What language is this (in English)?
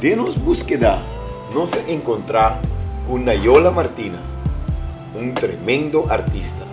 Papiamento